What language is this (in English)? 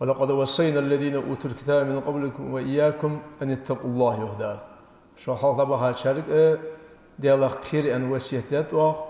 Ingush